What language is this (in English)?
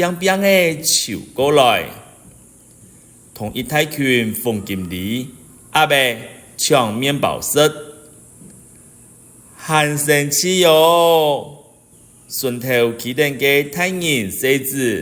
Hakka Chinese